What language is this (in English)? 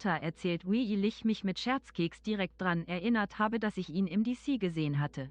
Bavarian